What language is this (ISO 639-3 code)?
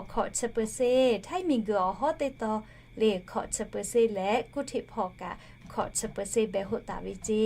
lhu